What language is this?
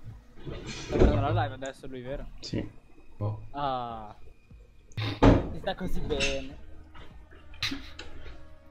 Italian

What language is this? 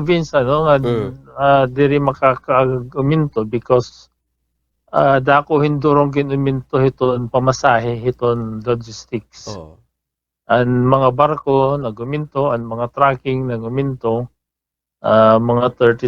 Waray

